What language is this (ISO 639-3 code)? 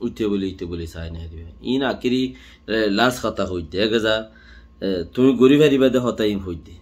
rhg